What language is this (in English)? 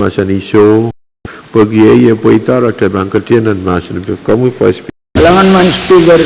Pohnpeian